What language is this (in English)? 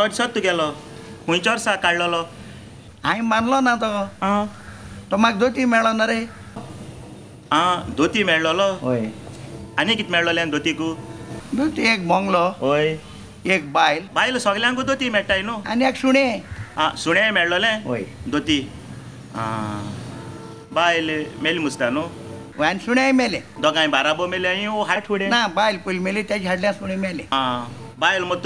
Konkani